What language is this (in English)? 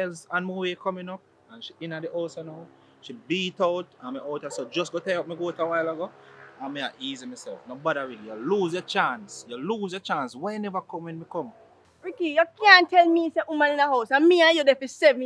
Jamaican Creole English